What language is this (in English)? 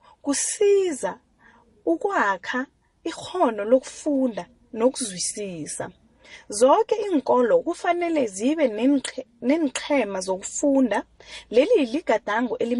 South Ndebele